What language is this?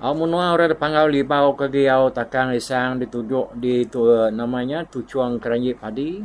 Iban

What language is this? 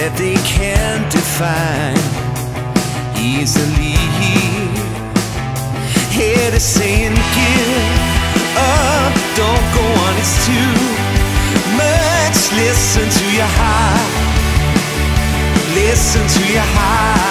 English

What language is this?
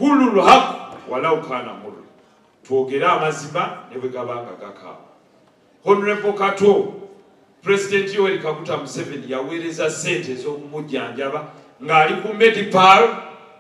Ganda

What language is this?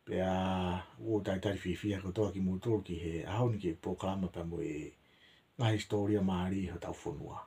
Tongan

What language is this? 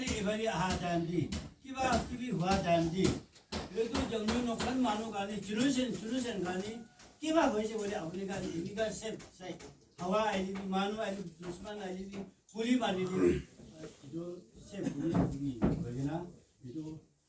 Naga Pidgin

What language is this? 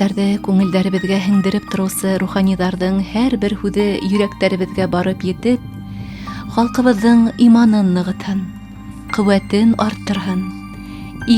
Bashkir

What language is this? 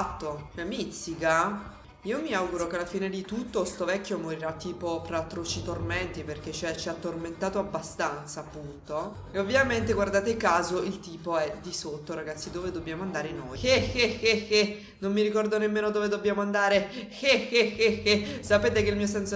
Italian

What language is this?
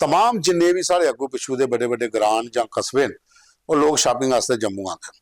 Dogri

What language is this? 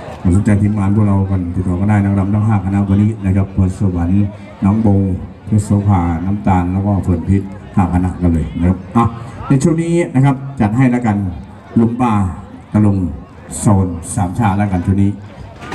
Thai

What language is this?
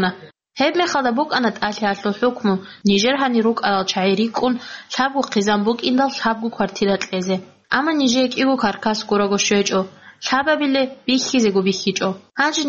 Avaric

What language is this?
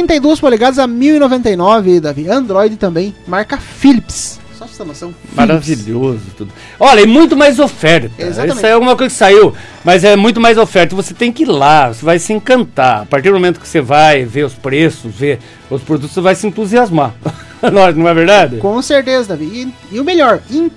Portuguese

